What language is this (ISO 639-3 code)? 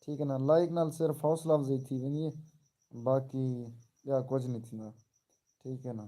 skr